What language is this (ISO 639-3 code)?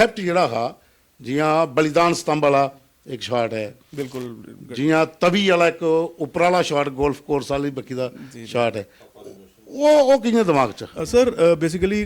doi